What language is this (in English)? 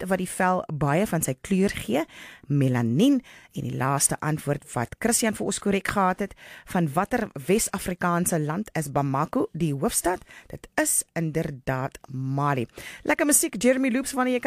Afrikaans